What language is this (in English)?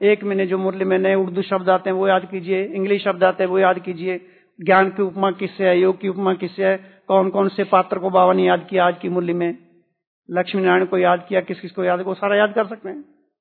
Hindi